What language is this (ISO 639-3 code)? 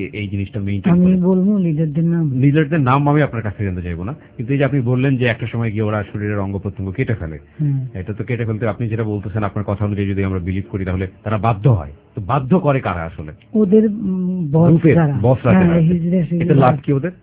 ben